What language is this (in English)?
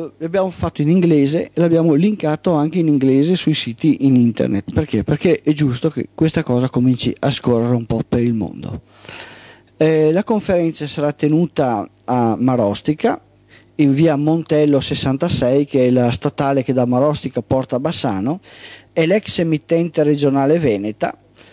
Italian